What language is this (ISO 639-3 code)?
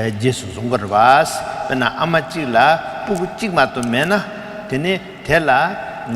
bod